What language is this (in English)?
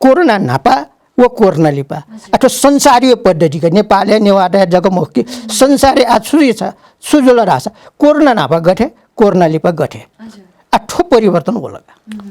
Newari